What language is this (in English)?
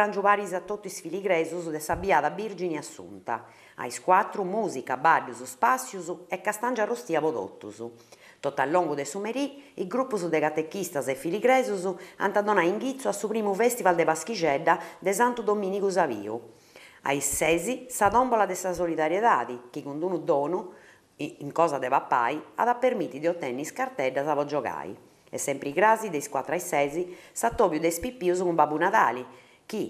Sardinian